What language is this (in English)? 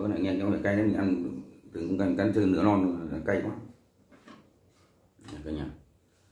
Vietnamese